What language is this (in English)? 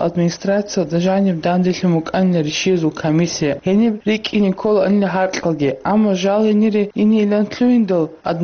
Avaric